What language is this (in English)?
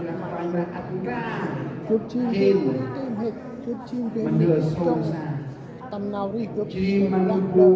Central Mnong